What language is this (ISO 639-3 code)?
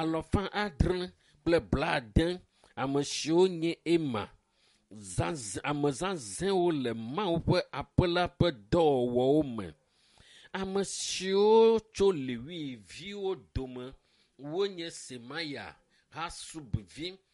ewe